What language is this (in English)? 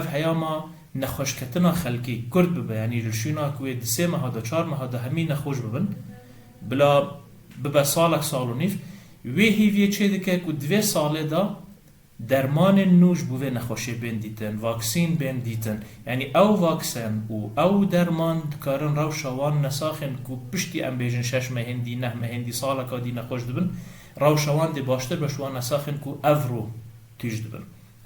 Kurdish